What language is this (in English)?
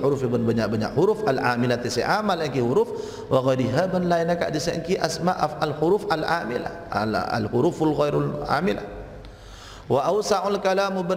Madurese